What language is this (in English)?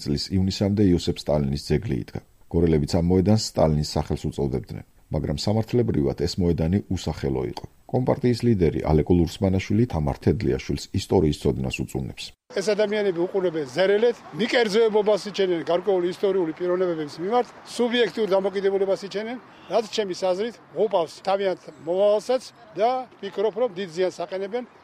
Georgian